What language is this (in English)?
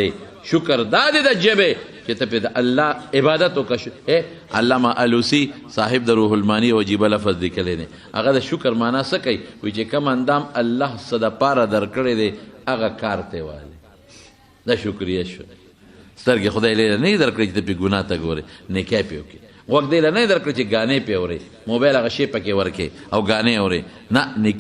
Pashto